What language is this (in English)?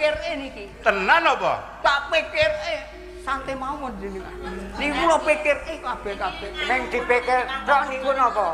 Javanese